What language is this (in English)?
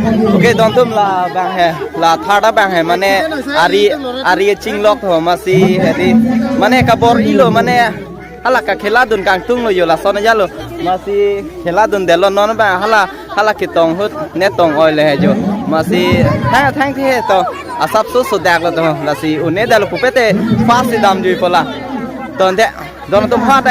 Karbi